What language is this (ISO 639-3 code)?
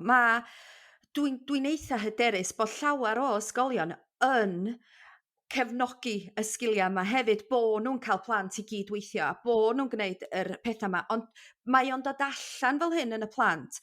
cym